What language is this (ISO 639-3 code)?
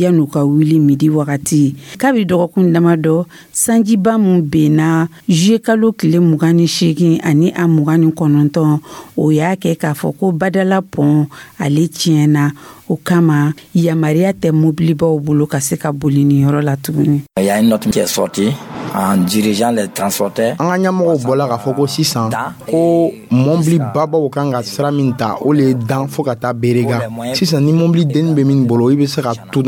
dyu